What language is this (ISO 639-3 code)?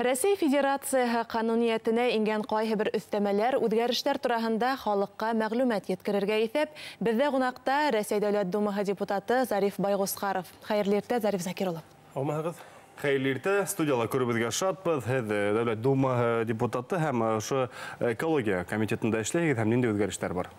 bak